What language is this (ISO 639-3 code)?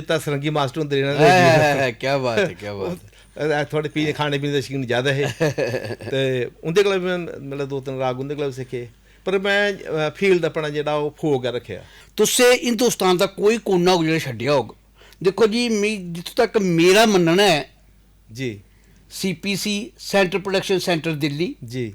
doi